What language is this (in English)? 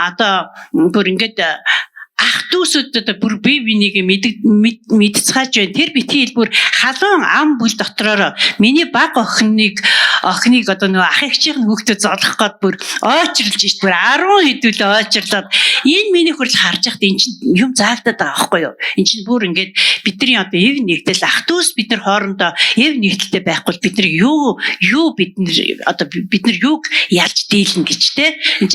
Mongolian